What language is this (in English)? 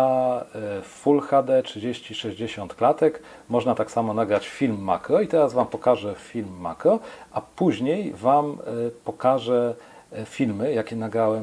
Polish